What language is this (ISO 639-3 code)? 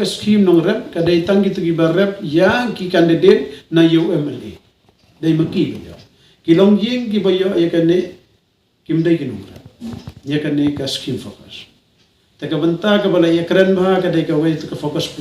kha